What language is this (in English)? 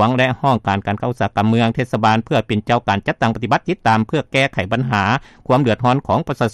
Lao